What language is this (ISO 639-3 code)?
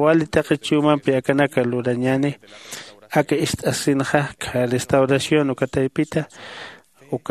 aym